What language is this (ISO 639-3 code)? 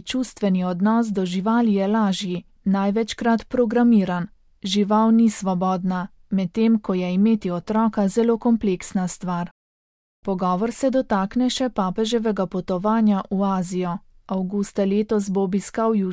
slv